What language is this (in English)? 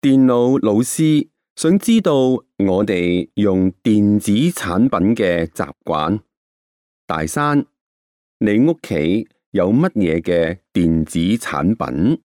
Cantonese